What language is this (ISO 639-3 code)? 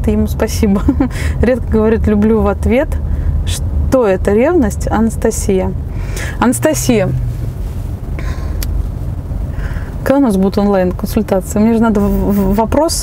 rus